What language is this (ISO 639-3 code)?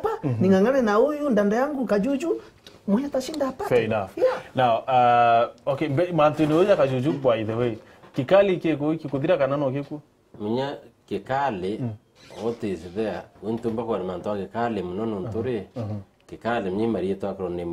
mer